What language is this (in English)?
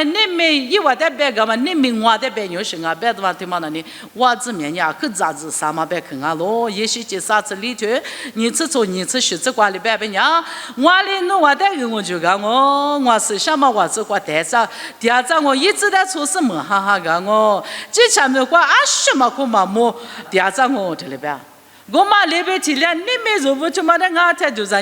Lisu